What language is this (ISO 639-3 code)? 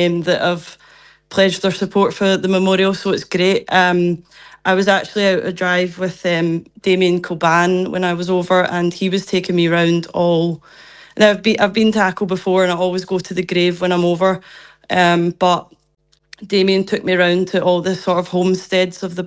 eng